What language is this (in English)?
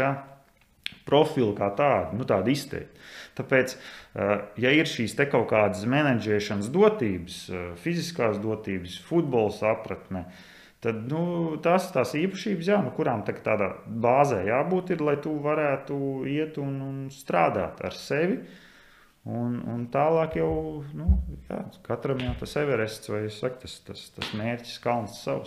Latvian